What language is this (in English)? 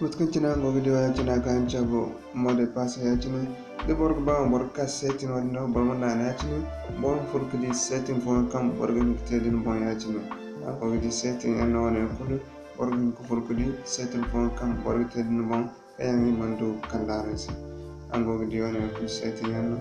Zarma